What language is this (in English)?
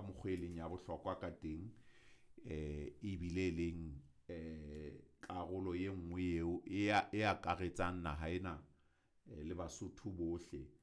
Southern Sotho